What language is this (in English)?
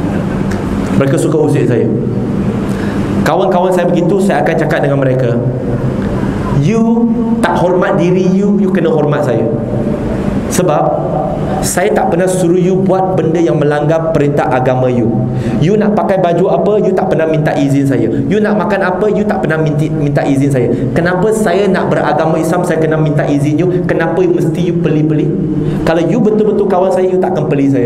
Malay